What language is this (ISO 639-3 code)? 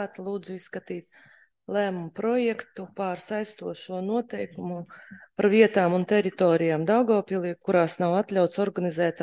lav